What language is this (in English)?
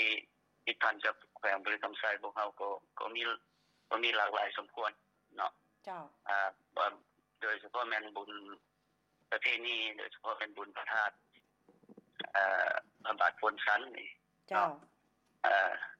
Lao